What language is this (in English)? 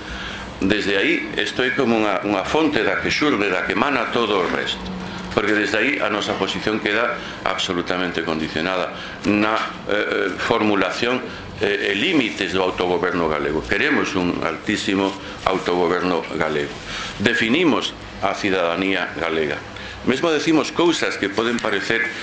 Galician